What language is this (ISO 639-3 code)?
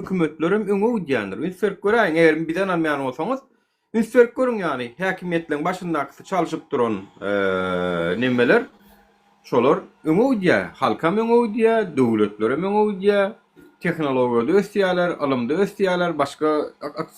tuk